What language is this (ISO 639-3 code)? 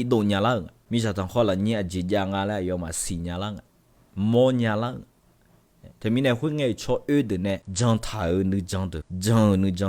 ahk